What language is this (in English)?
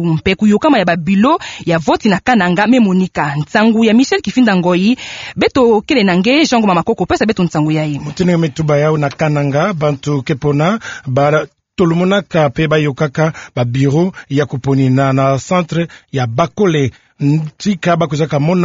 Kituba (Democratic Republic of Congo)